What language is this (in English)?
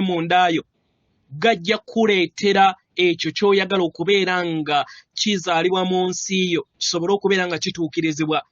Ganda